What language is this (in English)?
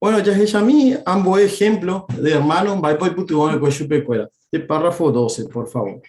Guarani